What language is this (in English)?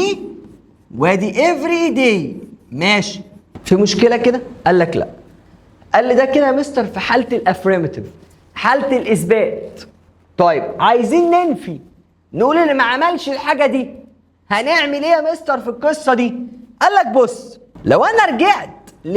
Egyptian Arabic